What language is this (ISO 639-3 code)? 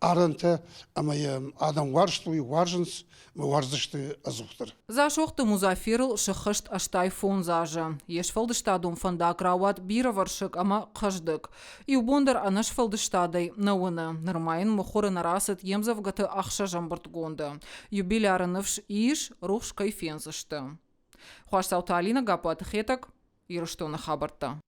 oss